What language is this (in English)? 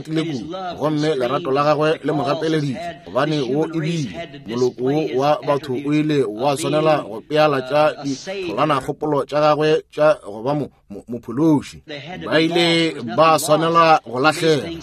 Northern Sotho